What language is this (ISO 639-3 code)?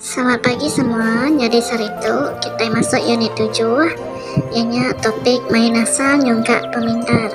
iba